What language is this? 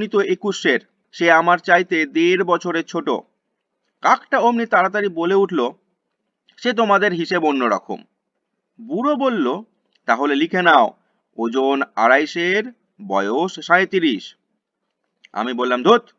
Bangla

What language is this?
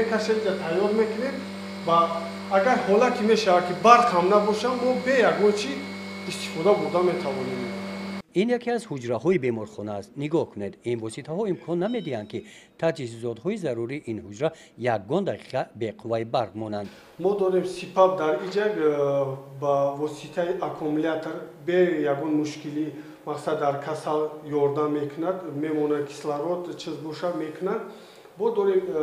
Tajik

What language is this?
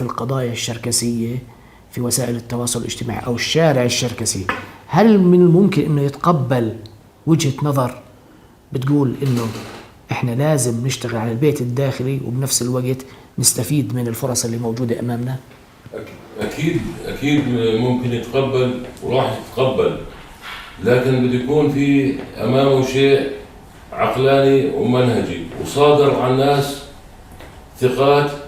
North Levantine Arabic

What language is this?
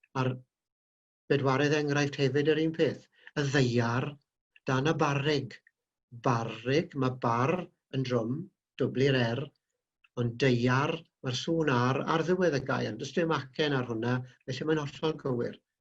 Welsh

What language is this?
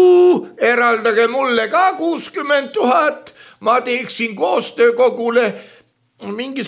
Estonian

